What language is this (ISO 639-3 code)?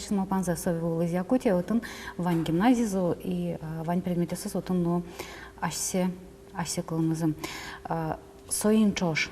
udm